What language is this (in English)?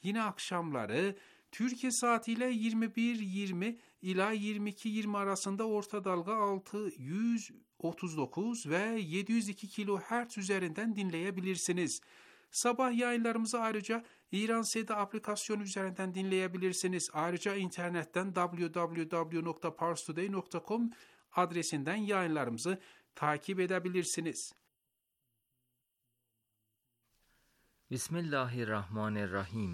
Turkish